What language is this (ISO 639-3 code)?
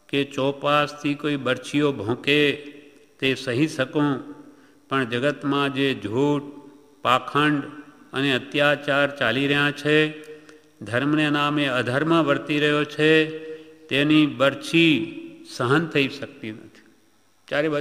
guj